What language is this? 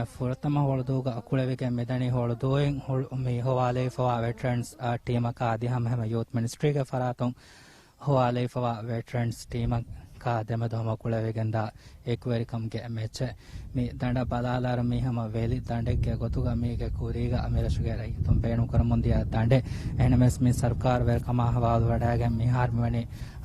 Divehi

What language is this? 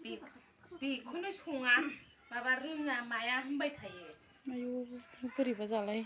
Bodo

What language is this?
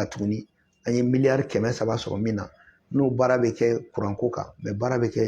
Bambara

